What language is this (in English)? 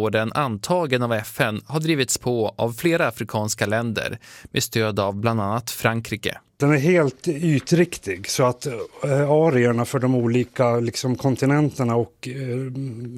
Swedish